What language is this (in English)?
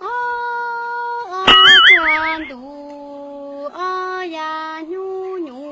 Hmong